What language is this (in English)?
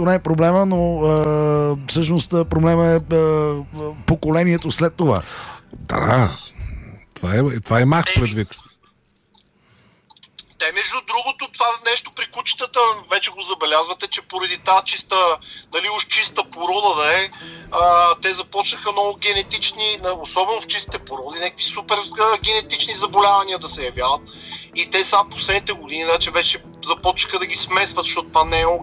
Bulgarian